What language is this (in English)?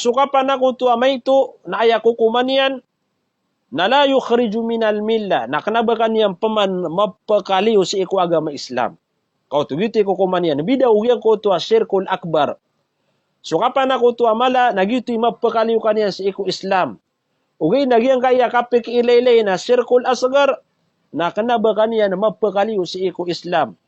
Maranao